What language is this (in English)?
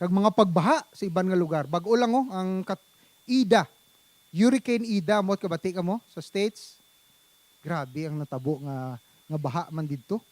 Hiligaynon